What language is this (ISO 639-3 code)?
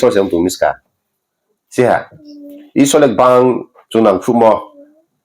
ria